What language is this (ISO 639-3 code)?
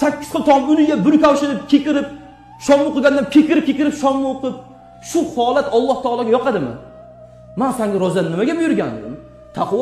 uzb